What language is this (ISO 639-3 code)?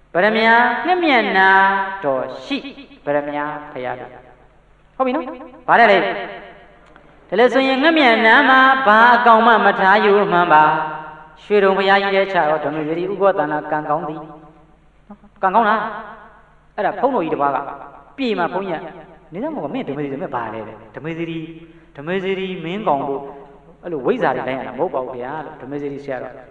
mya